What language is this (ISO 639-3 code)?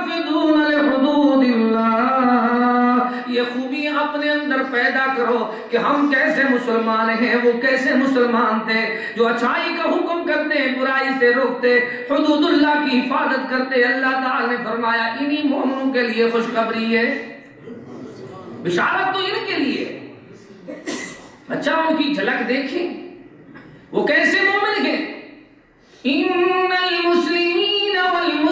urd